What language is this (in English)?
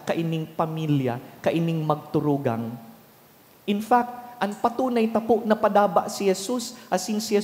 Bikol